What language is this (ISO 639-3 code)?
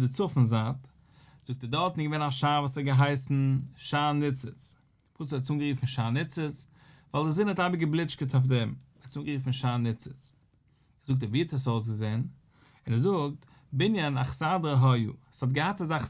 yid